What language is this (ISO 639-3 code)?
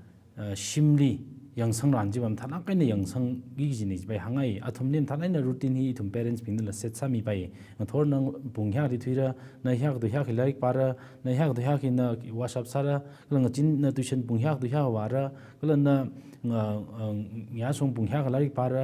nmf